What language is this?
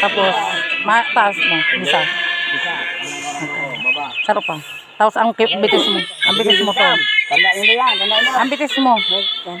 Bikol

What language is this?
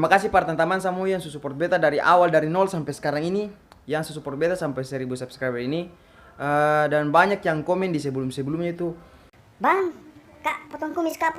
Ambonese Malay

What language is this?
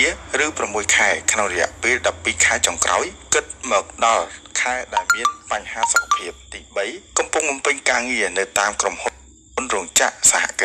Khmer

